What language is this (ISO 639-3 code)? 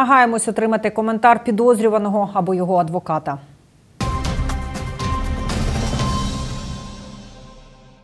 ukr